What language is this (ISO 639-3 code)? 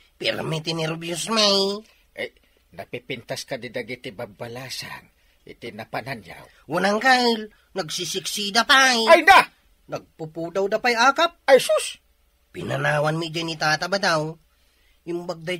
ilo